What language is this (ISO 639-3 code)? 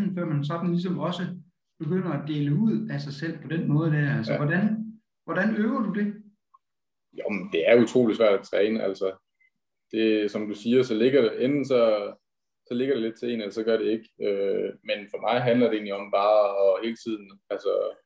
dan